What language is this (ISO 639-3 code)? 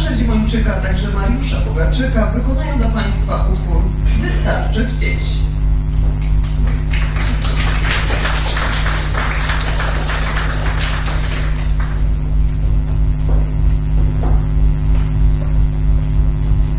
pol